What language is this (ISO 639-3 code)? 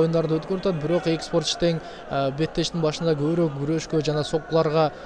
kir